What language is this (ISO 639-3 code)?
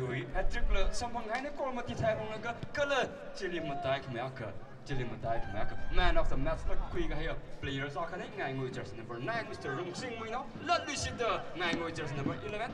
nmf